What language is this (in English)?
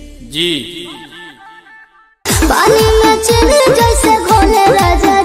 Bhojpuri